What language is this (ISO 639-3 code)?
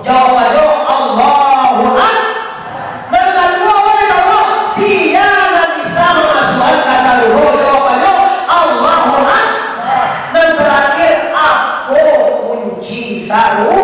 min